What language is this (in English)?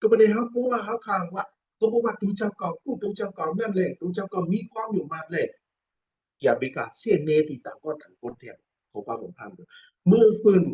Shan